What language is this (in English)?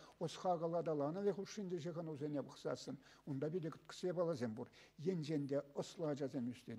Chuvash